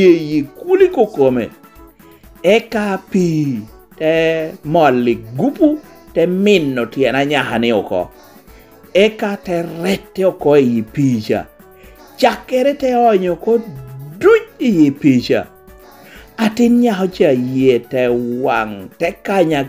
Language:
Lango (Uganda)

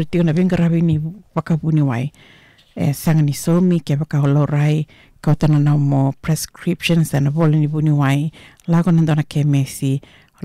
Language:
Fijian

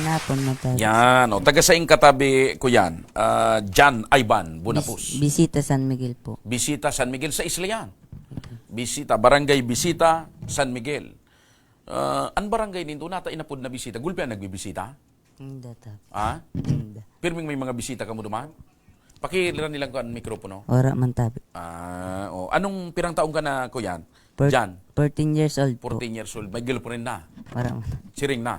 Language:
Bikol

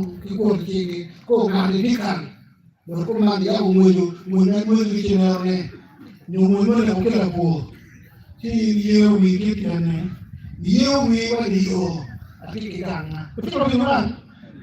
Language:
Acoli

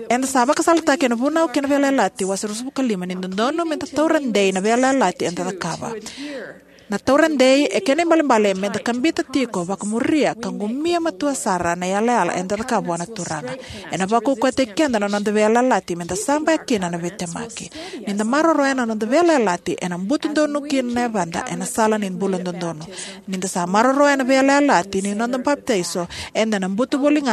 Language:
Fijian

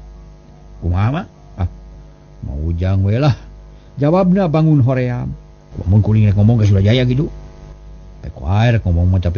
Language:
Sundanese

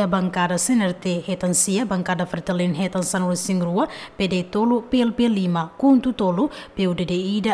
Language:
Tetum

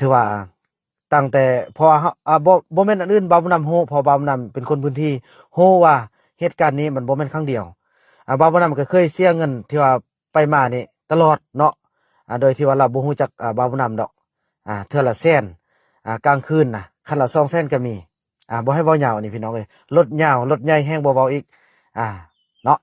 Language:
Lao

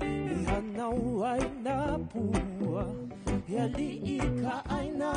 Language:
Hawaiian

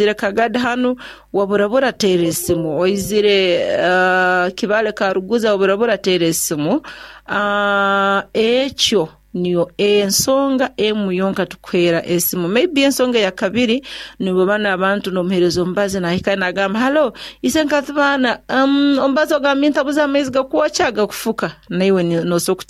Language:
Nyoro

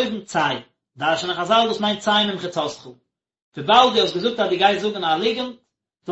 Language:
Yiddish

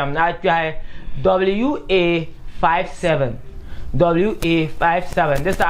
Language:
Dagbani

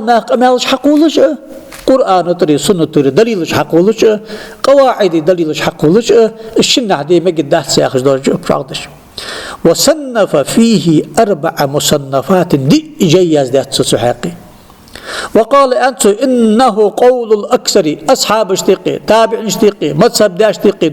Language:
Ingush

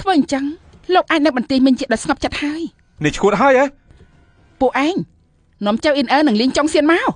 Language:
Khmer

